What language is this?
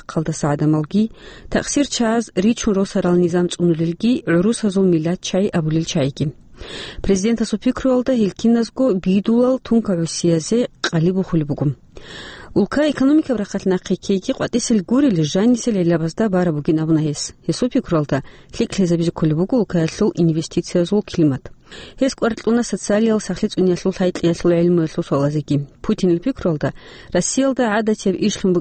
Avaric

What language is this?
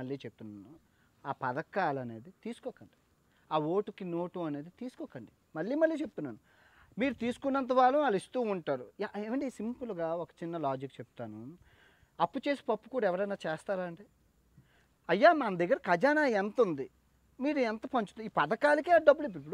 Telugu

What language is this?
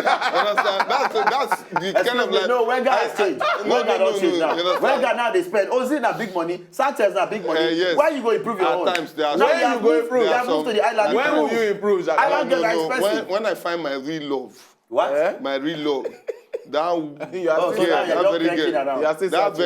Nigerian Pidgin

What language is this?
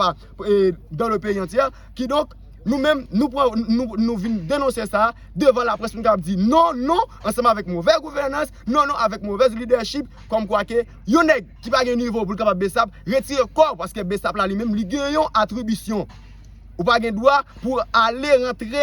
Haitian Creole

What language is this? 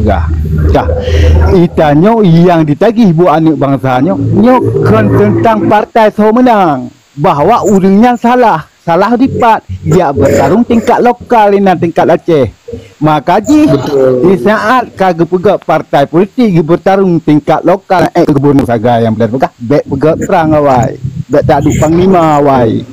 Achinese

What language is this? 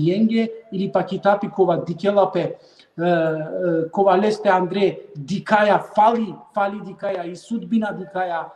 Balkan Romani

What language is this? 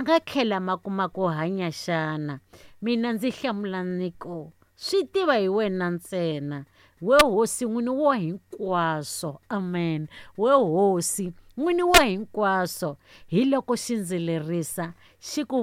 Tsonga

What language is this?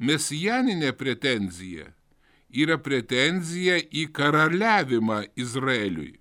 Lithuanian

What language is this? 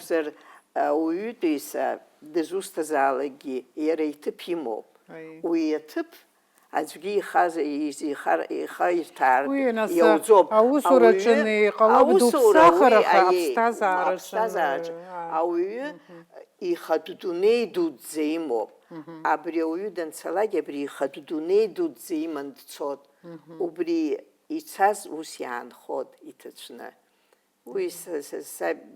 Abkhazian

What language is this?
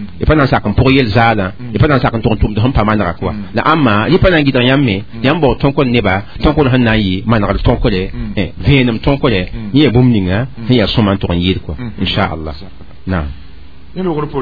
Mossi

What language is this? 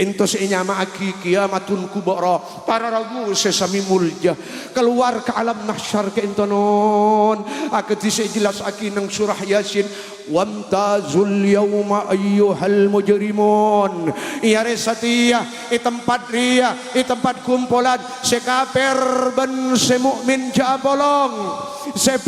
Madurese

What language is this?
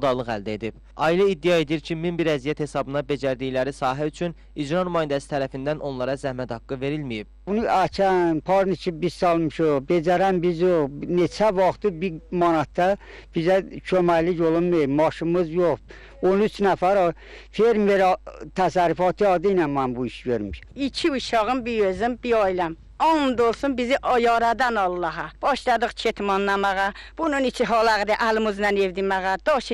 Azerbaijani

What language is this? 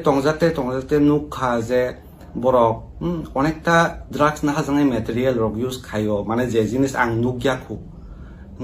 Kok Borok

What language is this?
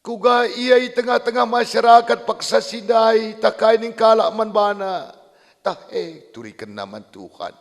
Batak Karo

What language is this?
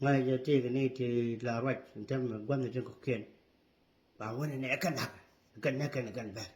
Nuer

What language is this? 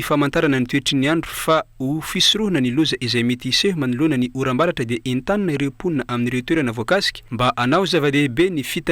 Malagasy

